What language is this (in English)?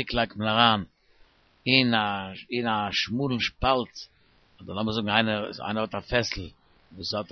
Yiddish